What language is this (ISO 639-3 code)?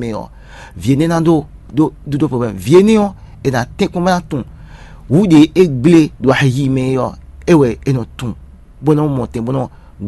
fon